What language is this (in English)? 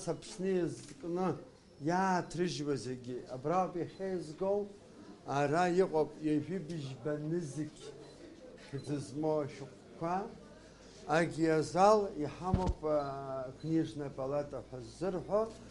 Abkhazian